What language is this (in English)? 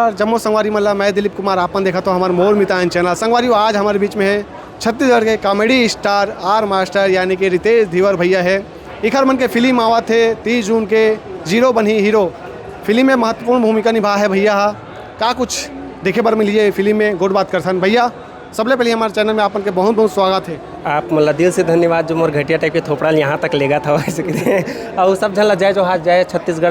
Chhattisgarhi